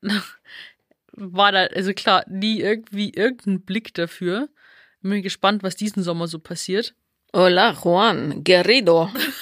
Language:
German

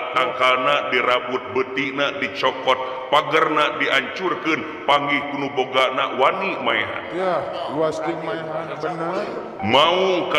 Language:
Sundanese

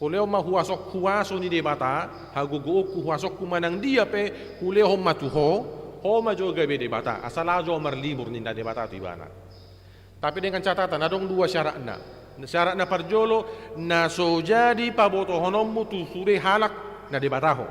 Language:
Batak Toba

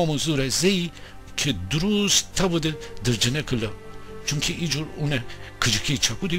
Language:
Gilaki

